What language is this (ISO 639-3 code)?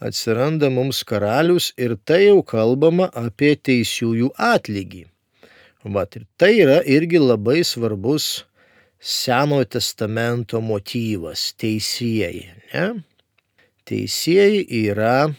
lit